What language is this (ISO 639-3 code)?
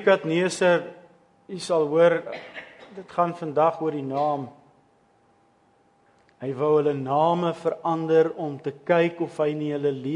afr